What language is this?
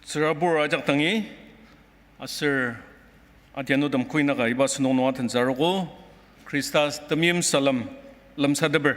Ao Naga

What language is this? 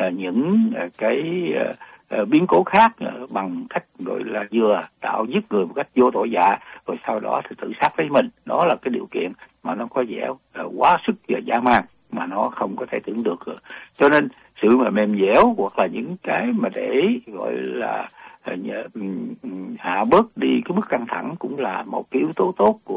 Vietnamese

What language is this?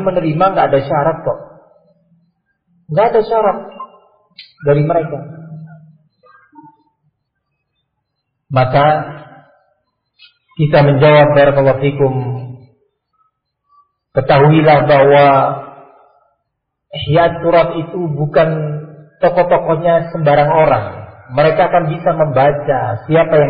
Indonesian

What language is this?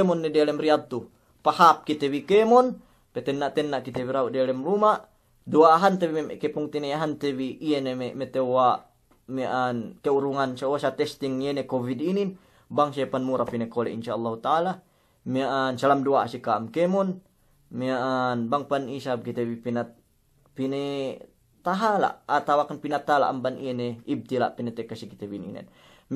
Yakan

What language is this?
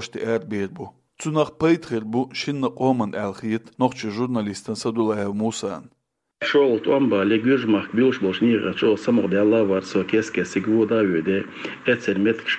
Chechen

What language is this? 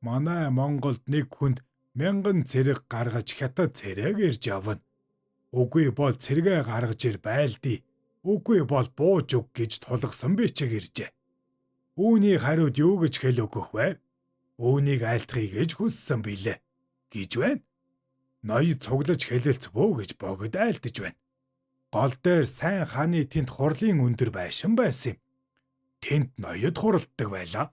Mongolian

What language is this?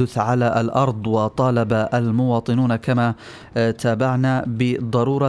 Arabic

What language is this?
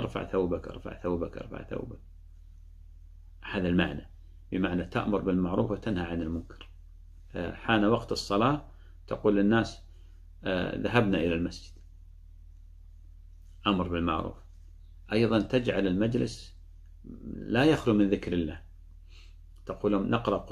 Arabic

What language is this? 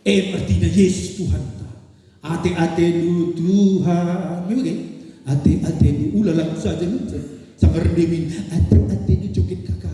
Batak Karo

